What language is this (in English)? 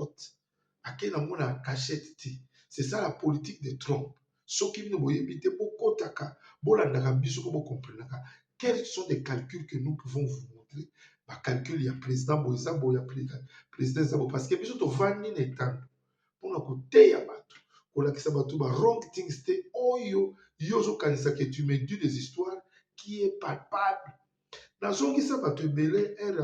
Lingala